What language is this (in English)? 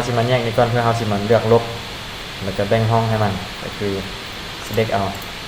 Lao